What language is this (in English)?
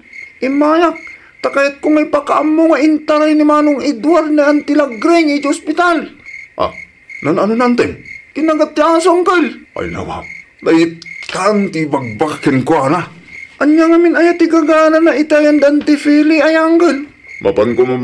Iloko